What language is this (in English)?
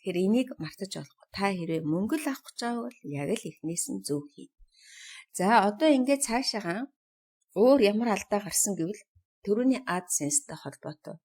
Mongolian